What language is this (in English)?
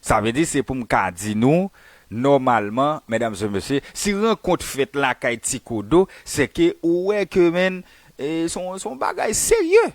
Haitian Creole